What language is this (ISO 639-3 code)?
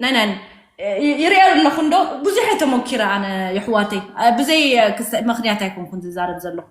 tir